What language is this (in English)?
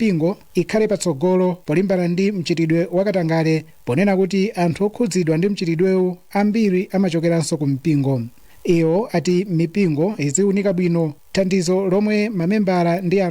Nyanja